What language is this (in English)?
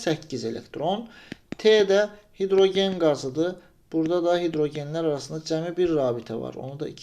Azerbaijani